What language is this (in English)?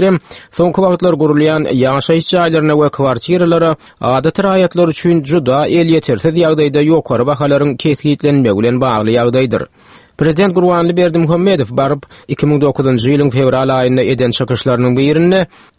Turkmen